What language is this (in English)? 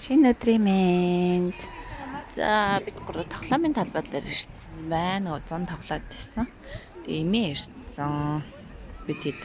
Mongolian